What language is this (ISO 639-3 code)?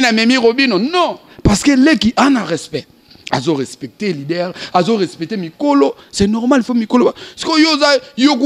lin